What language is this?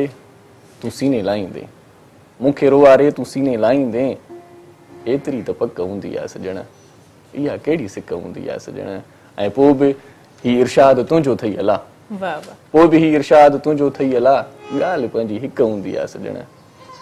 Sindhi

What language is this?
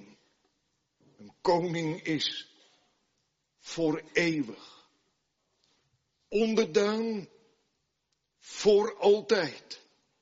Dutch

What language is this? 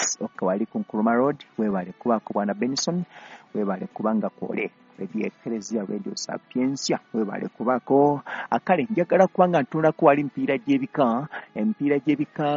Ganda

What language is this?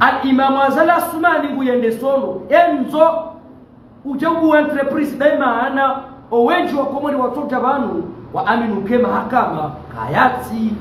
Ngazidja Comorian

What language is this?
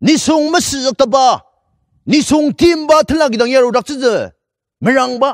Ao Naga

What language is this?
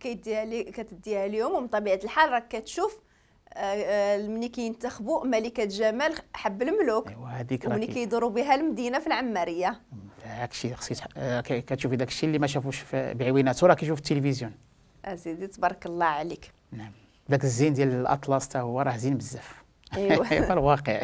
Moroccan Arabic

